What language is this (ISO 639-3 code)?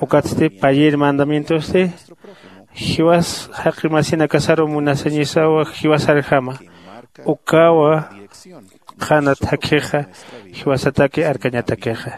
aym